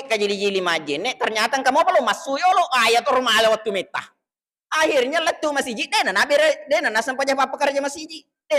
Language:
Buginese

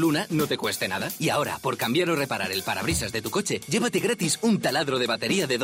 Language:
Spanish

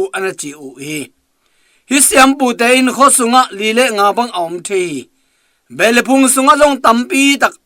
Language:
Tedim Chin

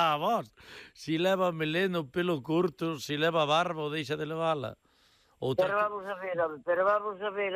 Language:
Galician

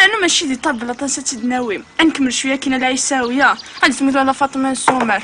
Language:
Kabyle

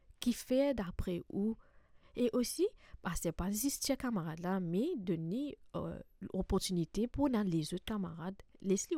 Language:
Morisyen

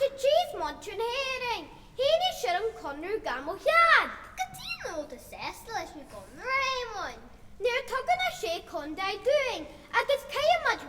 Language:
Irish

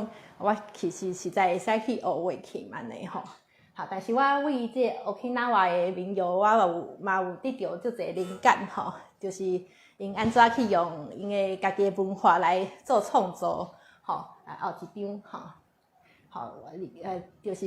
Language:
Min Nan Chinese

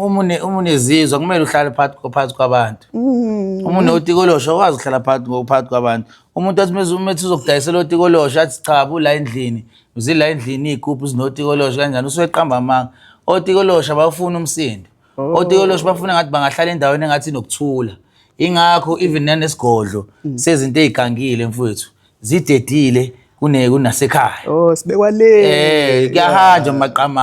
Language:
Zulu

